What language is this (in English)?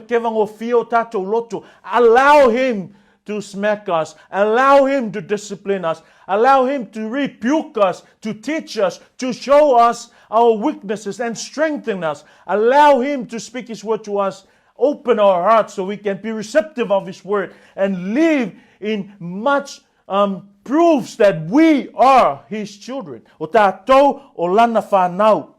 Samoan